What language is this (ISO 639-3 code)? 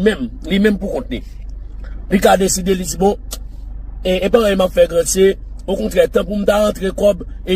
hat